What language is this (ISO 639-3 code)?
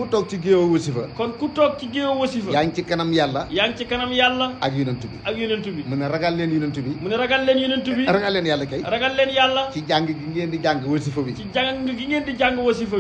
wol